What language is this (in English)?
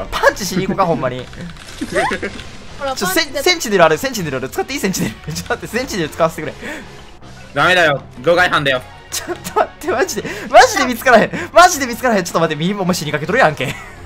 Japanese